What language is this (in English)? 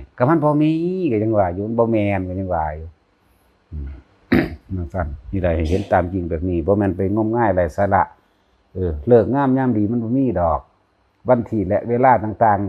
Lao